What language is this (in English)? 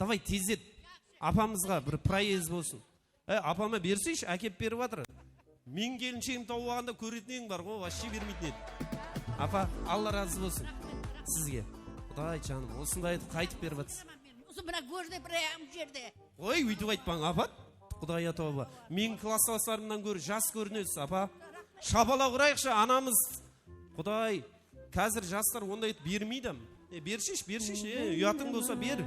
Kara-Kalpak